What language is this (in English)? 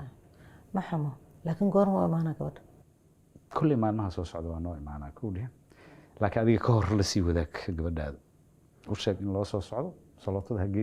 Somali